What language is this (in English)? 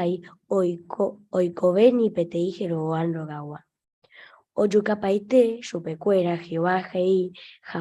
Guarani